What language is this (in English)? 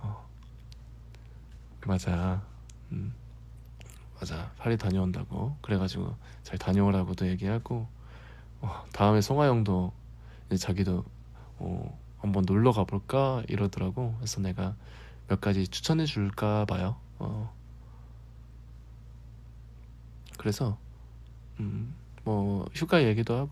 Korean